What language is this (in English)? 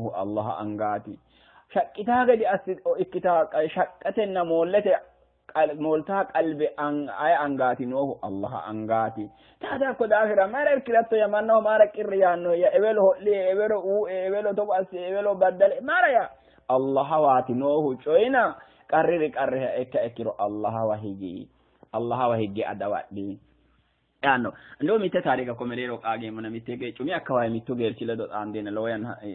Sidamo